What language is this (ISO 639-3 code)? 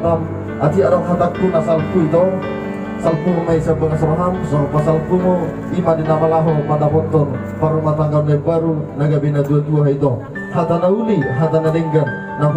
bbc